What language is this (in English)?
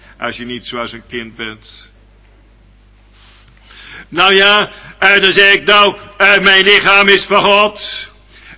Dutch